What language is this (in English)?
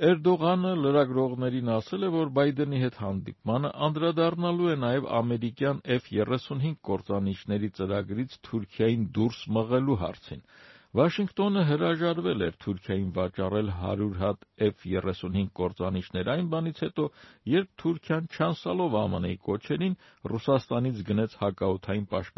Armenian